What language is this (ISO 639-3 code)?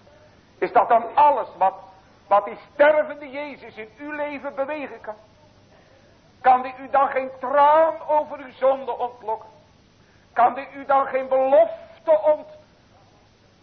nld